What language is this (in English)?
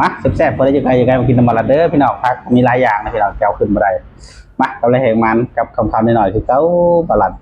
Northeastern Thai